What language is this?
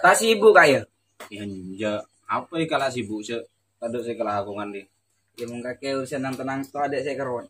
Madurese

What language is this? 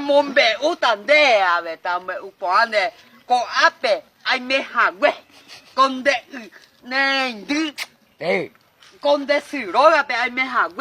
Guarani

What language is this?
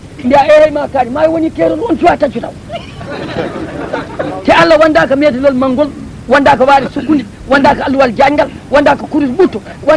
Fula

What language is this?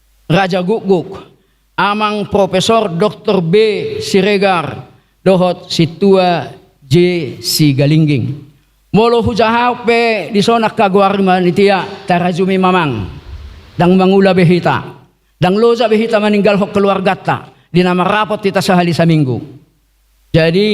Batak Toba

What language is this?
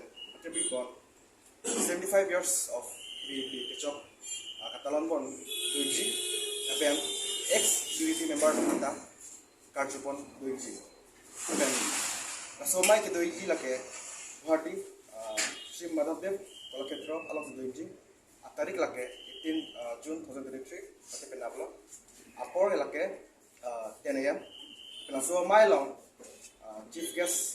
Karbi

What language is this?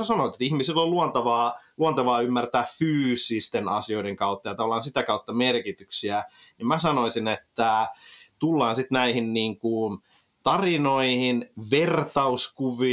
Finnish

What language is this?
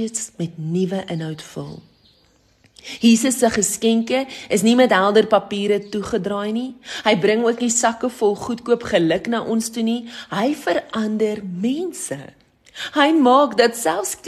Afrikaans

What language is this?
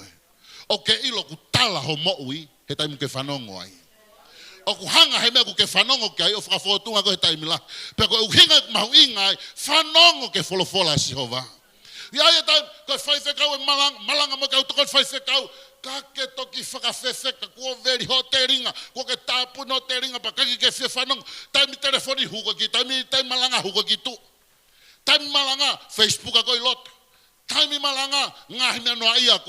Tongan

